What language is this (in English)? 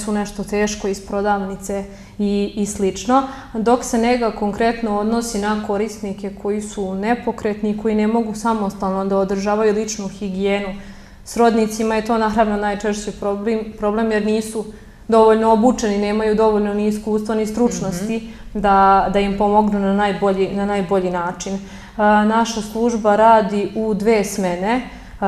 Serbian